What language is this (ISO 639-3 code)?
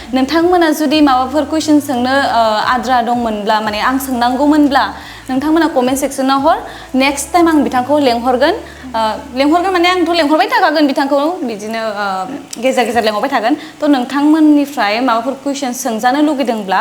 brx